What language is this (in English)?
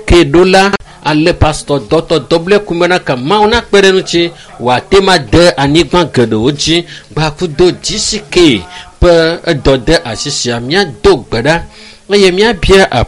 Ewe